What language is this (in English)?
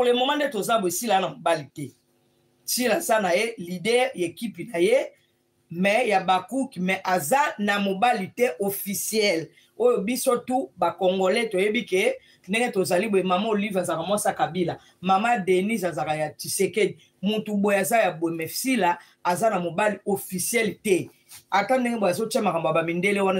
Lingala